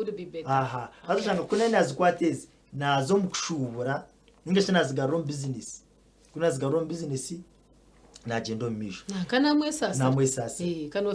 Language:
Nyankole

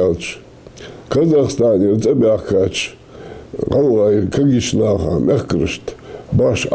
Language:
Ingush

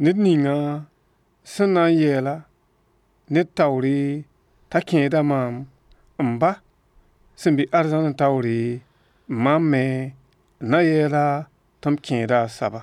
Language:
Mossi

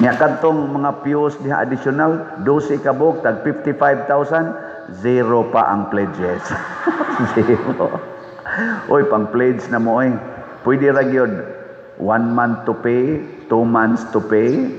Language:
Cebuano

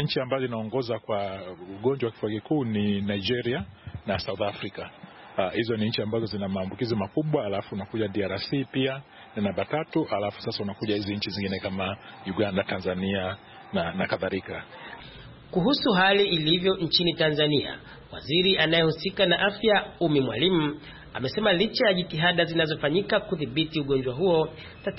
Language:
Swahili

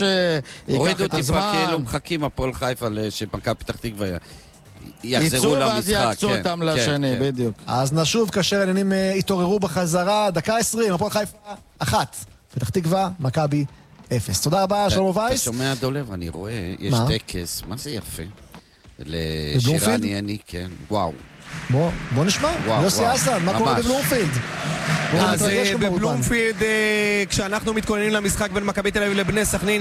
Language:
Hebrew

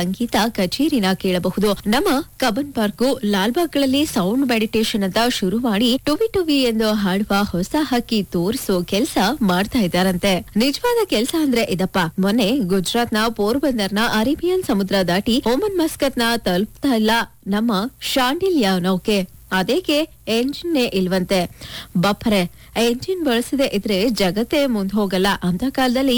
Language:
Kannada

